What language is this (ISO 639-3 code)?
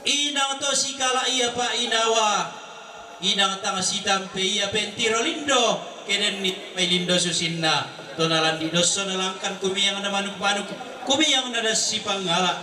sda